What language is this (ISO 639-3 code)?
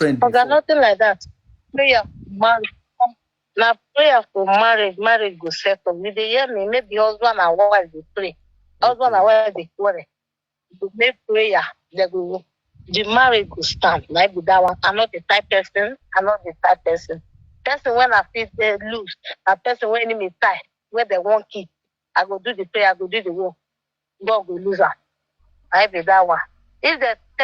pcm